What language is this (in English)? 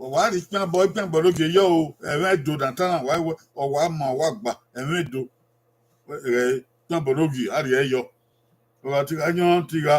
Bini